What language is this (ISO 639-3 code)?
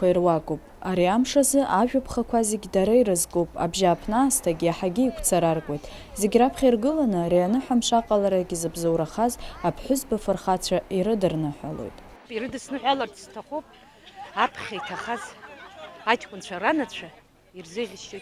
abk